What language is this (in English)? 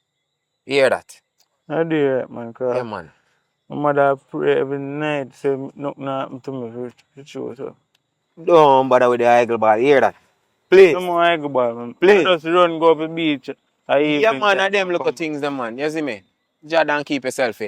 Jamaican Creole English